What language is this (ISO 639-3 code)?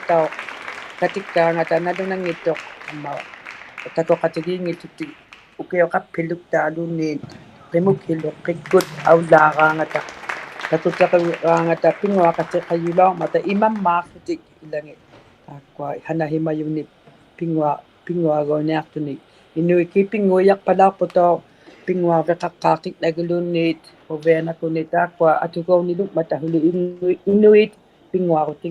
iku